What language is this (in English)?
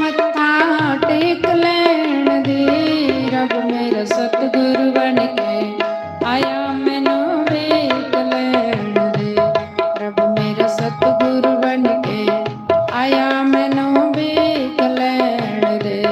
Dogri